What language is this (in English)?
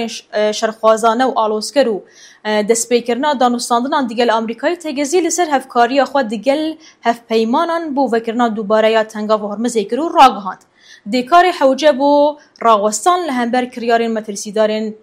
Kurdish